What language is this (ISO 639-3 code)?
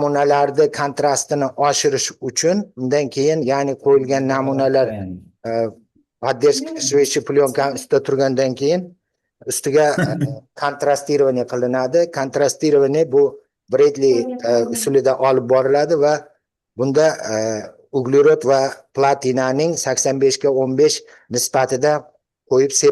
uzb